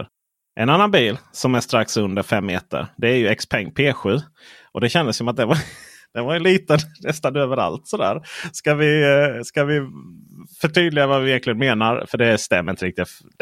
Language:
Swedish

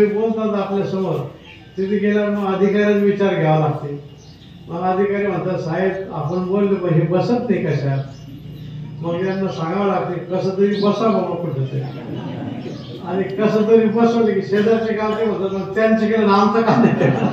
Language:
Marathi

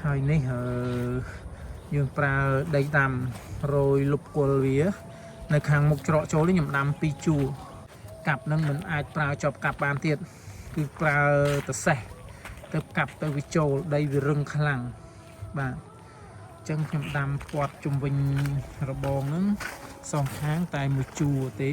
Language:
Khmer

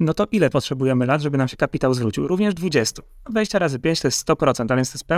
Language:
Polish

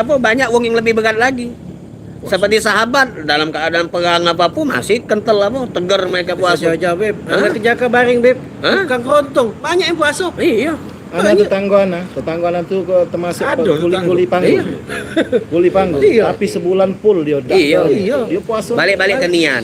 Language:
Musi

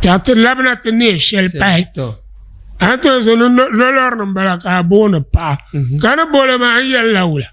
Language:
Dagbani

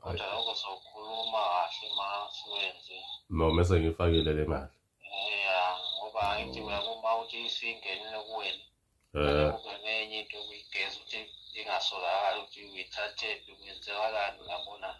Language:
Zulu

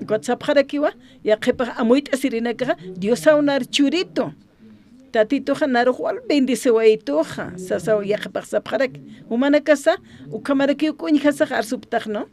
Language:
Aymara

